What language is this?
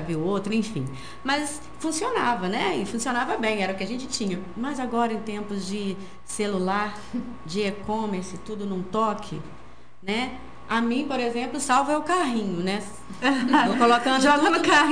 Portuguese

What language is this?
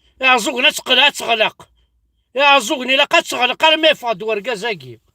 Kabyle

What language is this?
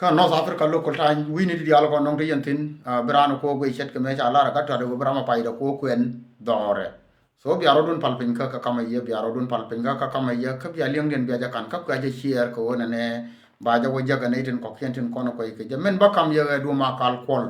Nuer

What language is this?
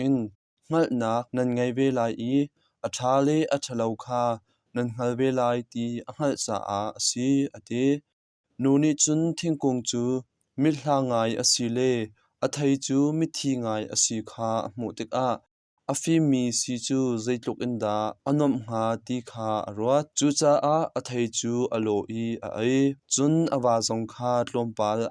Hakha Chin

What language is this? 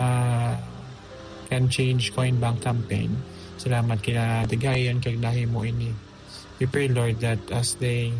Hiligaynon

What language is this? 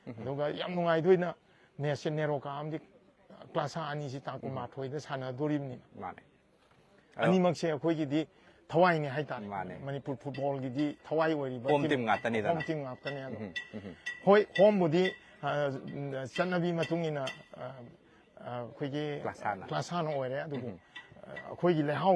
Manipuri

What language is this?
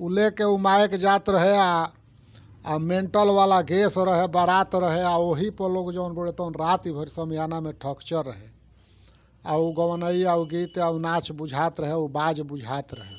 Bhojpuri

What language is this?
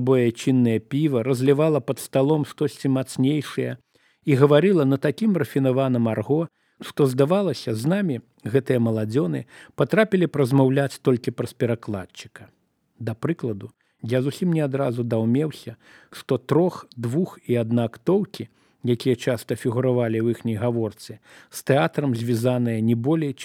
Belarusian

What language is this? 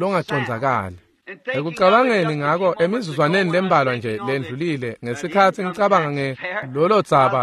Swati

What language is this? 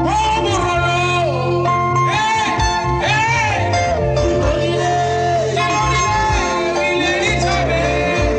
Tswana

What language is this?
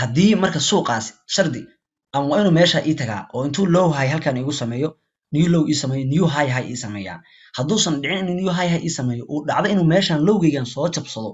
Somali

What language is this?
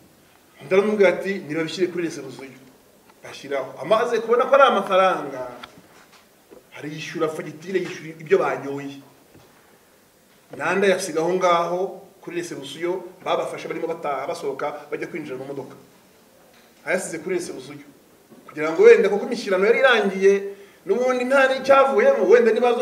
Kinyarwanda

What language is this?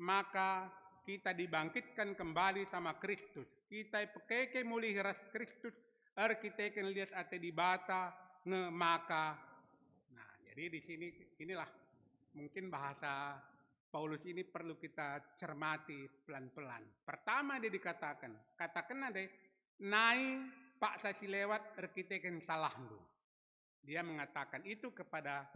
Batak Karo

